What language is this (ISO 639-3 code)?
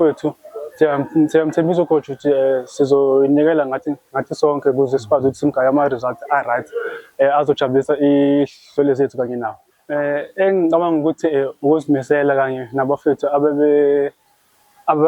zul